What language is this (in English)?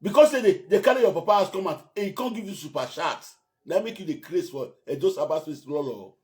Nigerian Pidgin